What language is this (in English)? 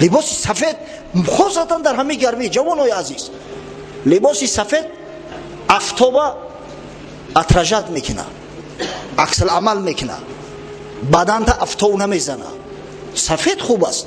Tajik